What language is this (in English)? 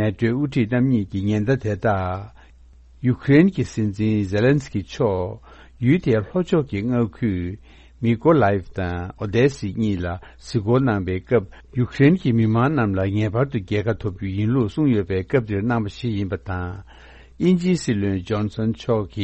Tibetan